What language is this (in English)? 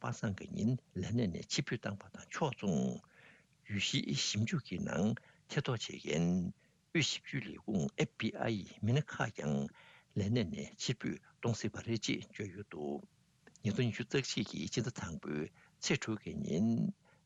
Tibetan